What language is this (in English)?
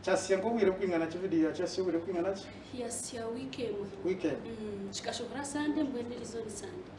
Nyankole